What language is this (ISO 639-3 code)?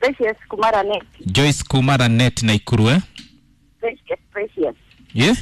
kik